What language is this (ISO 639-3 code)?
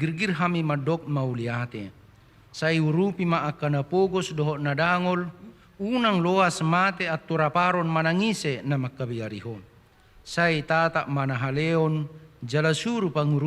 bbc